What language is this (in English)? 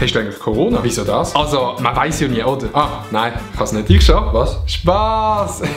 Swiss German